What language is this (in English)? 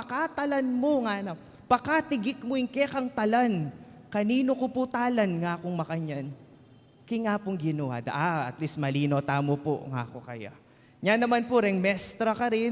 Pampanga